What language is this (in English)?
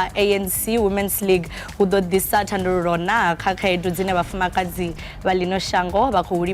Venda